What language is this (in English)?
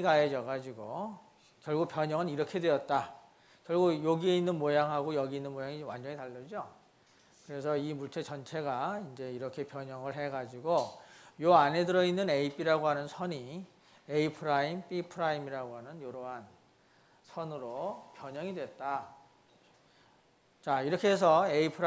Korean